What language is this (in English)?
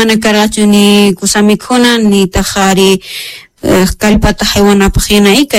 South Bolivian Quechua